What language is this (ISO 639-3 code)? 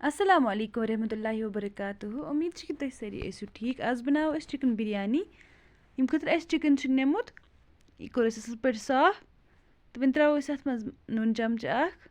kas